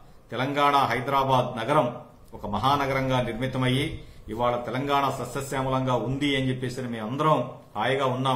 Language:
Telugu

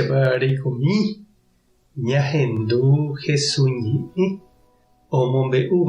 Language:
Guarani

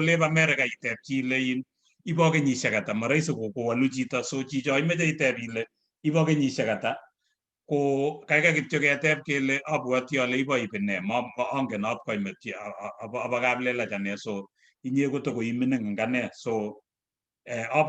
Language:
Kalenjin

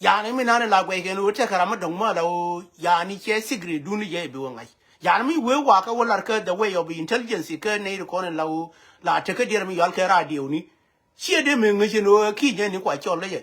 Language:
Nuer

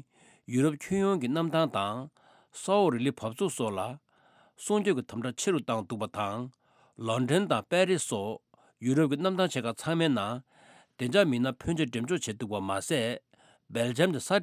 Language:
Tibetan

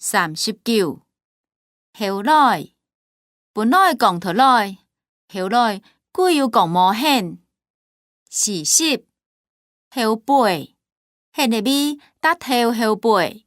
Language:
Hakka Chinese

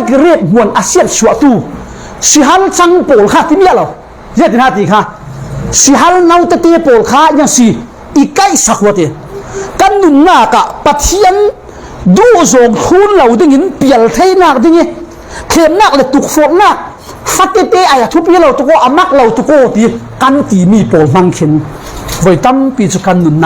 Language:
Falam Chin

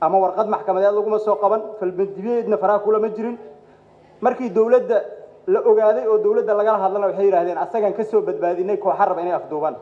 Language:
Somali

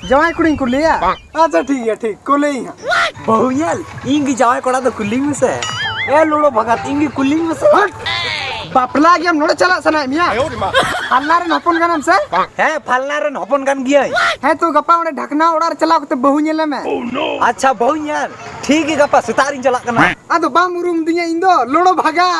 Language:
Santali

